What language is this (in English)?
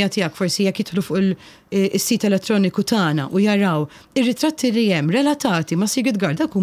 Maltese